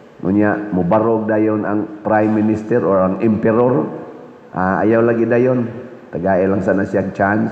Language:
Cebuano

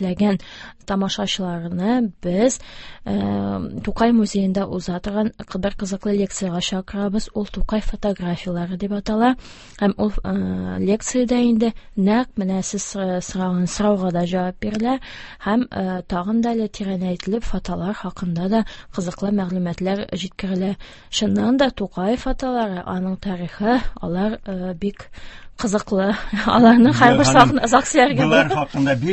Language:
Tatar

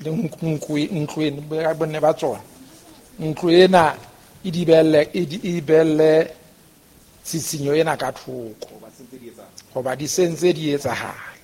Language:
Southern Sotho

